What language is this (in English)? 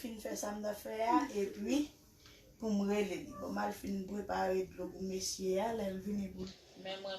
Haitian Creole